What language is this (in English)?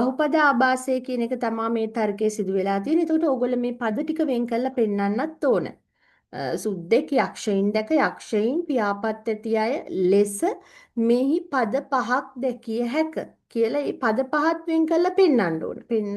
Sinhala